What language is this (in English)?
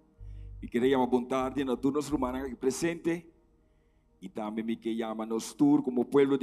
Papiamento